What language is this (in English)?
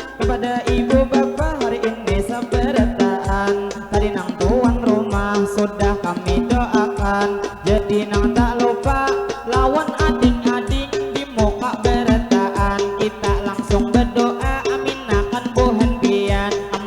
Banjar